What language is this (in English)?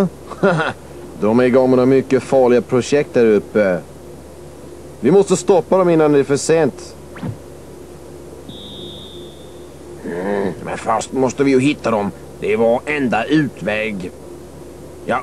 Swedish